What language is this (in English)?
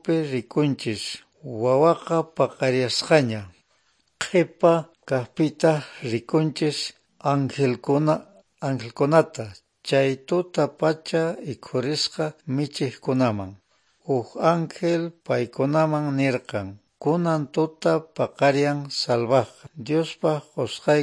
Quechua